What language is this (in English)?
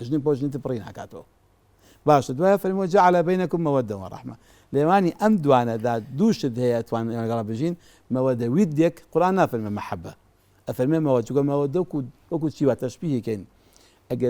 Central Kurdish